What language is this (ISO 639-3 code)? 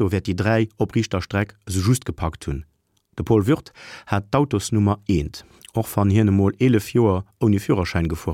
ltz